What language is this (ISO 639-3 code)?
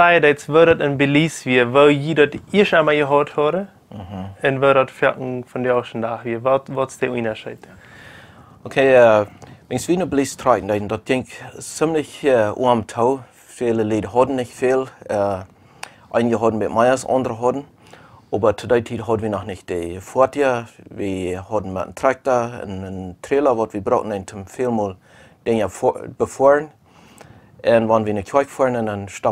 pdt